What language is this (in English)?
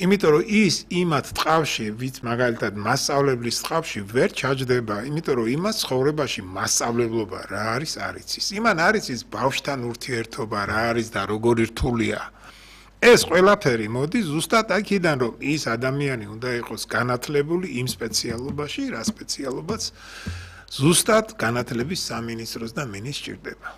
Georgian